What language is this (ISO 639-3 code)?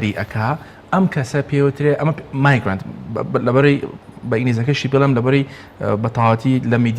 ckb